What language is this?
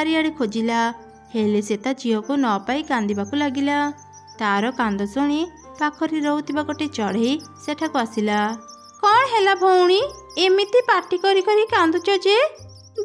Odia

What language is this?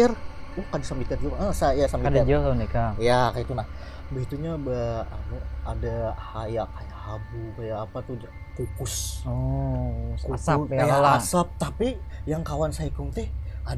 Banjar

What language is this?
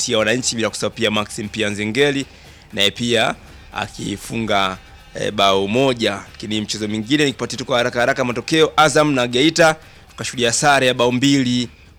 Swahili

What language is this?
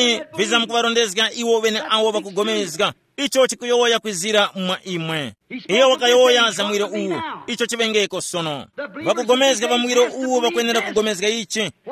Tumbuka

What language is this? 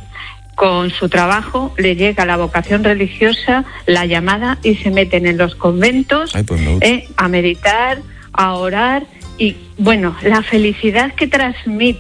Spanish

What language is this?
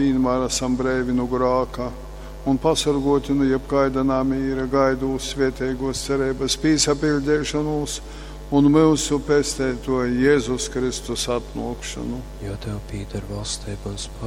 Latgalian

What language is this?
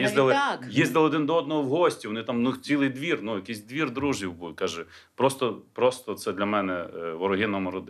Ukrainian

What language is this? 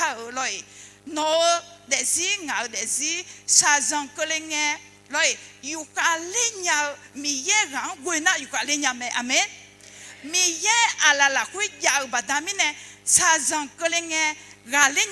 Akha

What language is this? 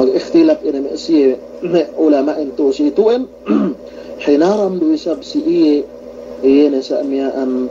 Yakan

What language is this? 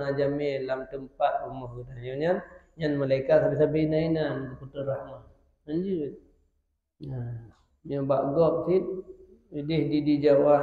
Achinese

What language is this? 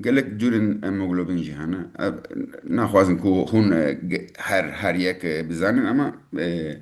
Kurdish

